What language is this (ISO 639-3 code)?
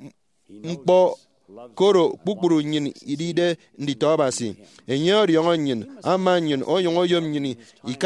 efi